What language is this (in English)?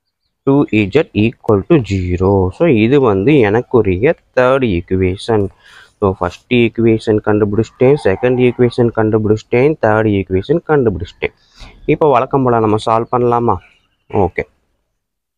Tamil